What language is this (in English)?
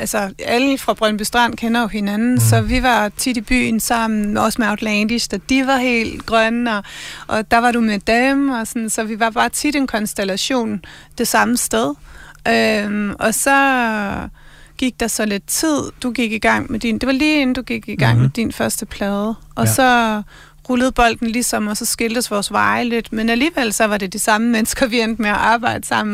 Danish